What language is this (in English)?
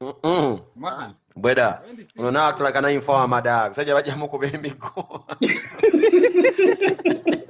Ganda